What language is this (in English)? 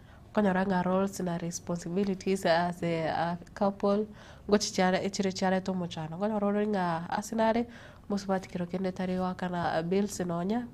Gusii